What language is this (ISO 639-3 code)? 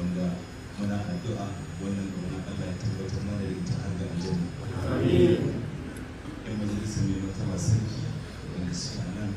hau